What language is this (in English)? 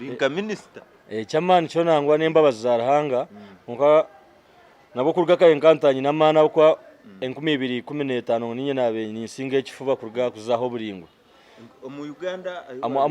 Nyankole